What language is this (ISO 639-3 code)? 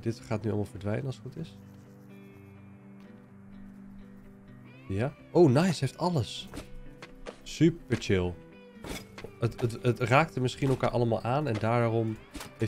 nld